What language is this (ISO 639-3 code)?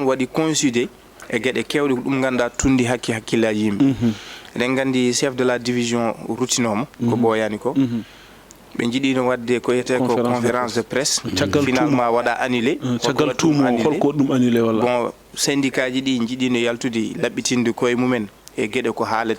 ful